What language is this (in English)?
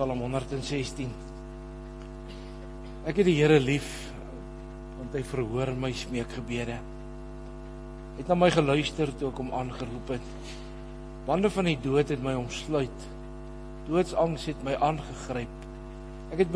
Afrikaans